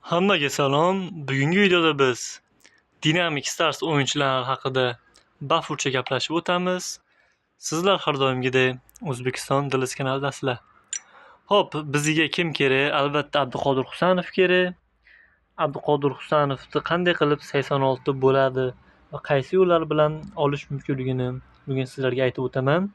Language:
Uzbek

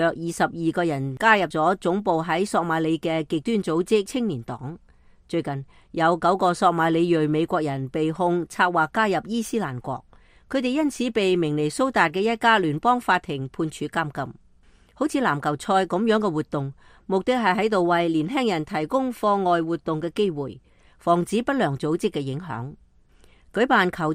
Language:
Cantonese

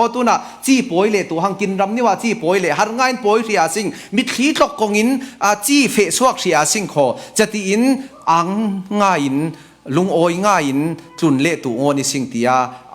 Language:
Falam Chin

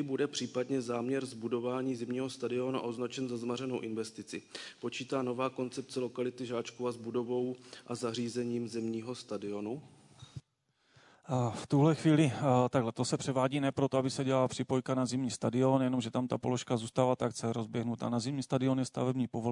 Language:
Czech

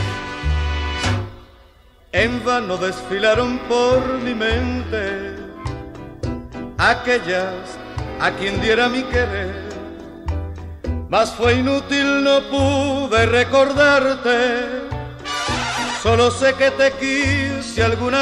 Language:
Spanish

